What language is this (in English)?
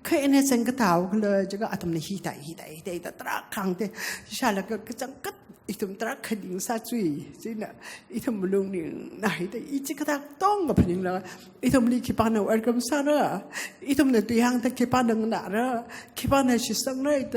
Tangkhul Naga (India)